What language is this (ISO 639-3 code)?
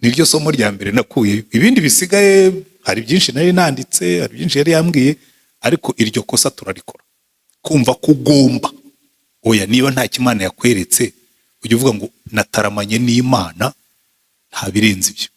kin